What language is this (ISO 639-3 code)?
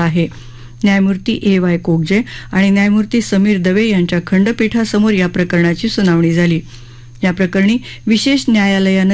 mar